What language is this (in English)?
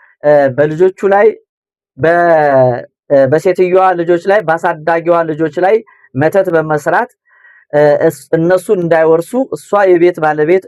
Amharic